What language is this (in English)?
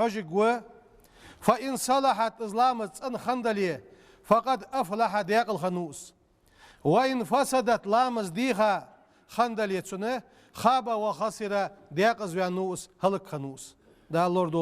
Ingush